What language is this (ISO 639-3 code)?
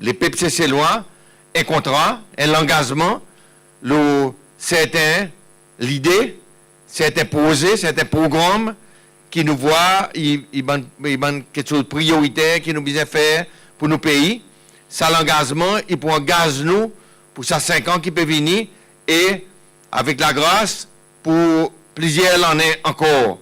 crs